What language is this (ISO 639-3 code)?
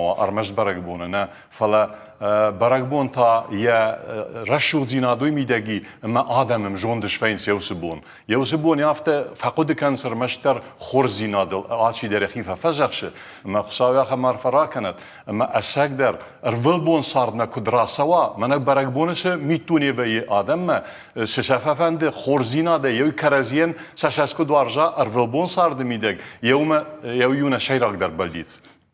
oss